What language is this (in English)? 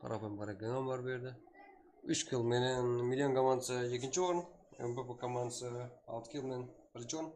Kara-Kalpak